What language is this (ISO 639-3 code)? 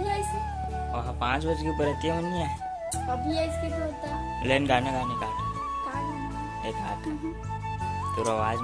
hne